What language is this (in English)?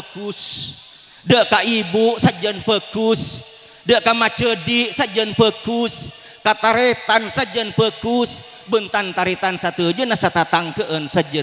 Madurese